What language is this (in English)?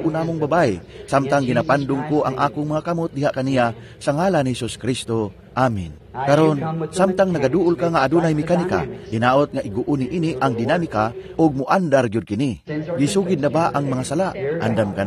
Cebuano